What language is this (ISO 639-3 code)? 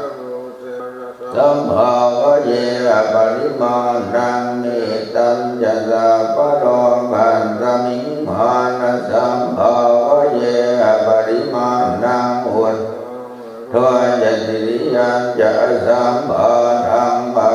pli